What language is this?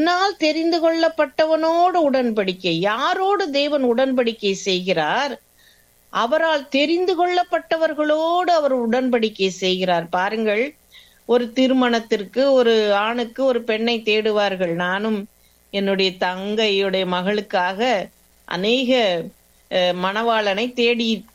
Tamil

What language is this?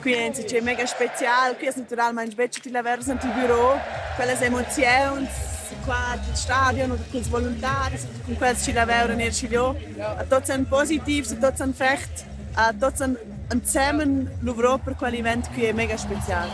Romansh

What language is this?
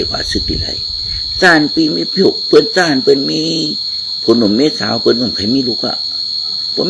Shan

